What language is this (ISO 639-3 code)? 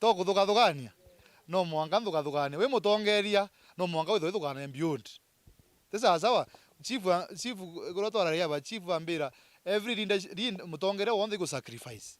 mer